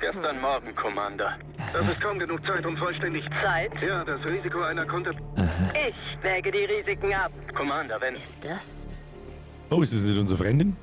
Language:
Bavarian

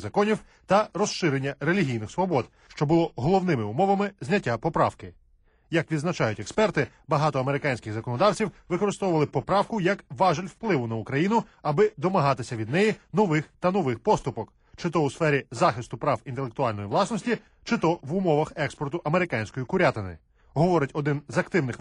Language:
Ukrainian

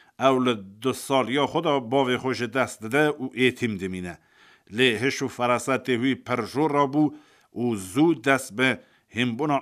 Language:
Kurdish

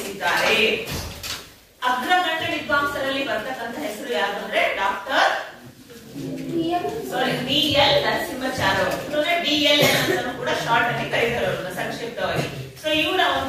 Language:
Kannada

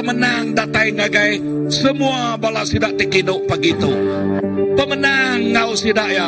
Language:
Iban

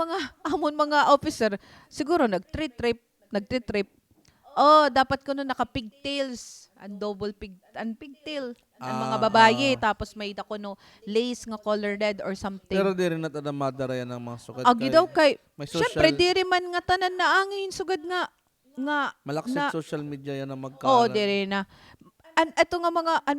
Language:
Waray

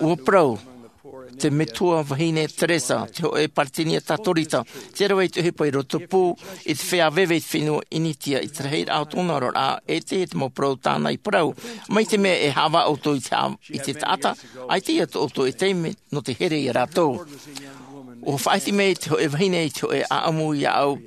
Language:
Tahitian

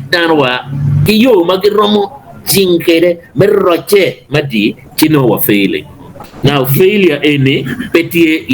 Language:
Acoli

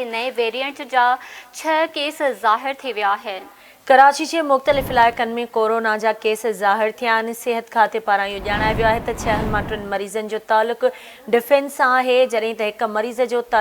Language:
Sindhi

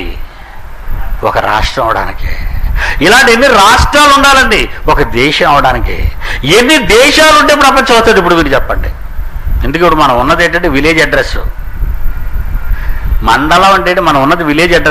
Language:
Telugu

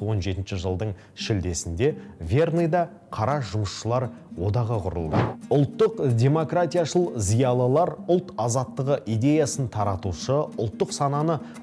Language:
Kazakh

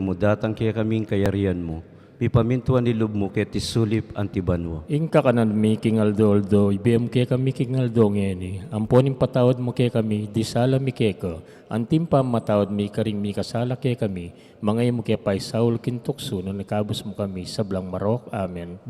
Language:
Pampanga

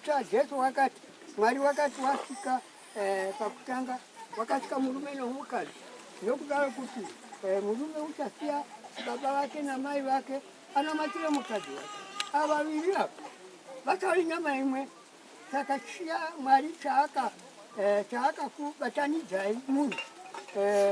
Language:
Shona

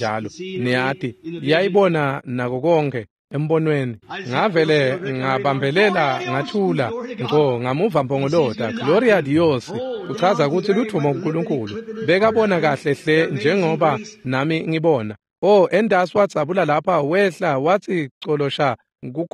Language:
Swati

